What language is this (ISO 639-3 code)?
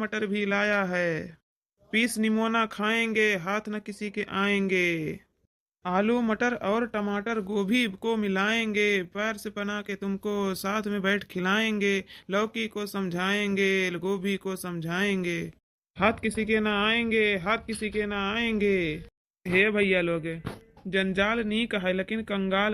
awa